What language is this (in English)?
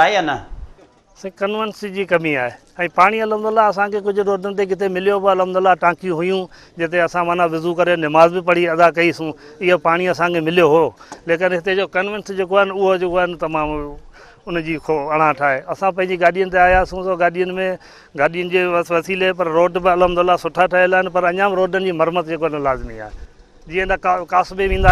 Sindhi